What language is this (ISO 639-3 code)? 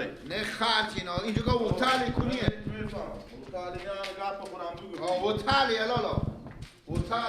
fas